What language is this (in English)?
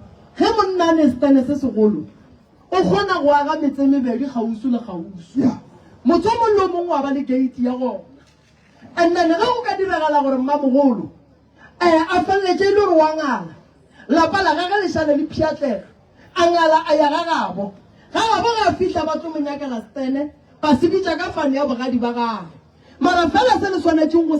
Northern Sotho